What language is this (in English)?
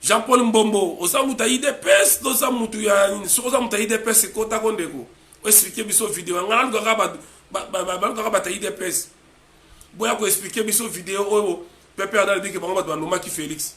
Lingala